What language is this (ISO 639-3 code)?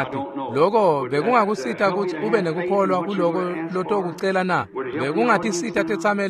ssw